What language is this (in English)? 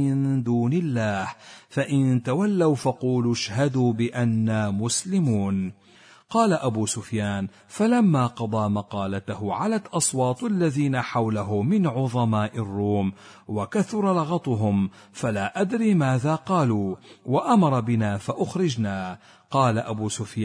Arabic